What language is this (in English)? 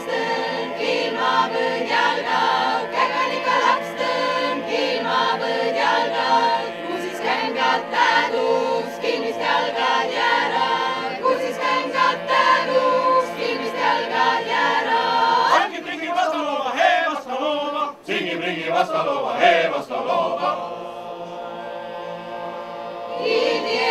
Estonian